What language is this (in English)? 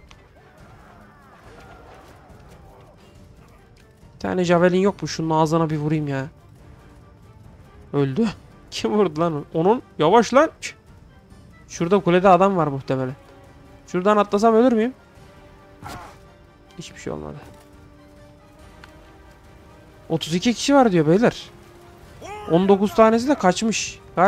Turkish